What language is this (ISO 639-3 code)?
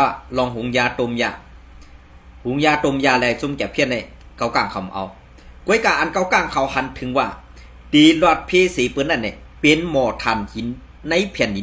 shn